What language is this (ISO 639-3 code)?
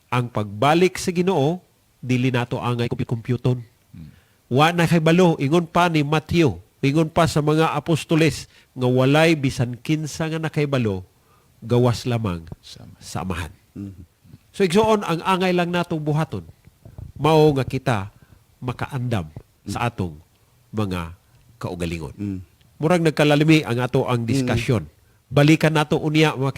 ceb